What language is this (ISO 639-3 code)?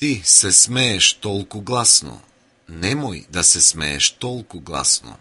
mkd